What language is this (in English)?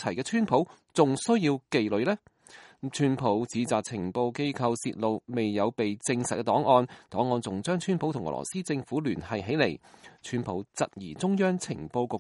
Cantonese